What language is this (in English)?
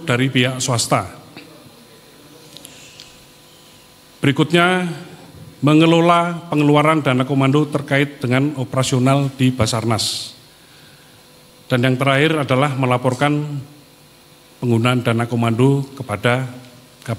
Indonesian